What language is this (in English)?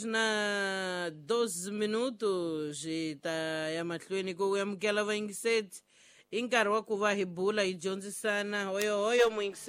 Tsonga